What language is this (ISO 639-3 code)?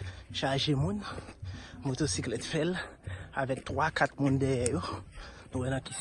hat